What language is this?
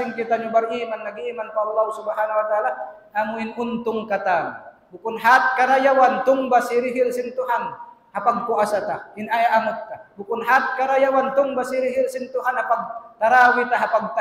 Tausug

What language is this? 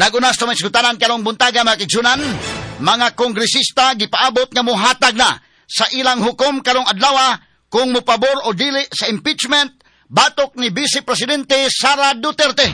Cebuano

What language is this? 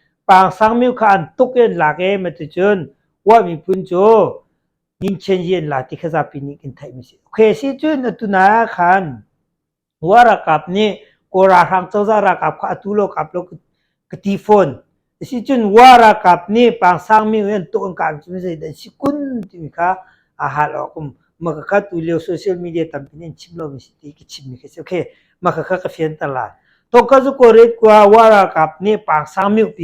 Hakha Chin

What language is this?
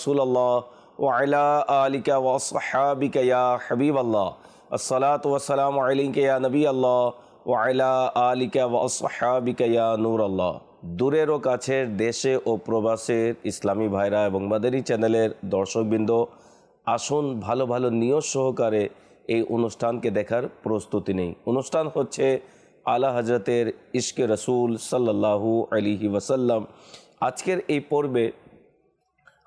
Bangla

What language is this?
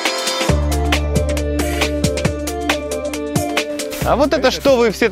Russian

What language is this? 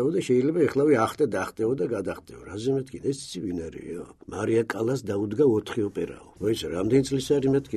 Georgian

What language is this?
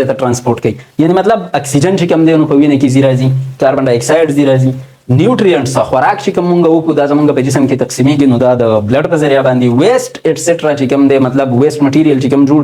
Pashto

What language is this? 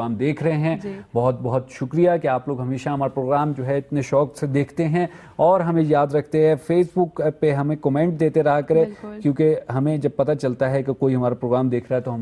Urdu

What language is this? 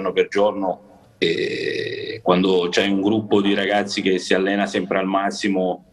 Italian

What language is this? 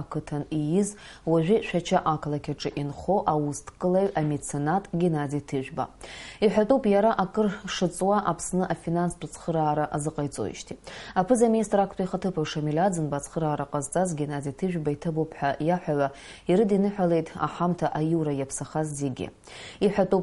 Abkhazian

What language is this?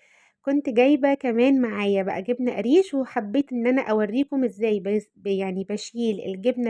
Egyptian Arabic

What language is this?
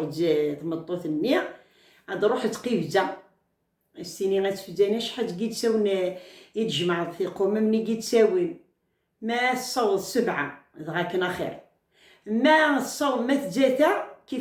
Kabyle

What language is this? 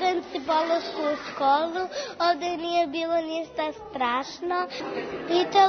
Serbian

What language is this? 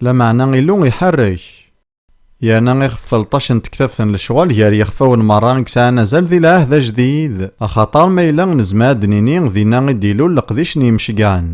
Kabyle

